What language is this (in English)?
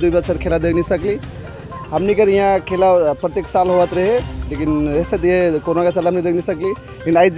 Sadri